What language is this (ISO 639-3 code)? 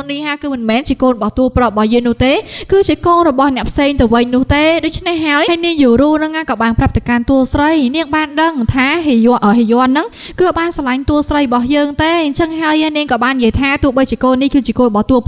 khm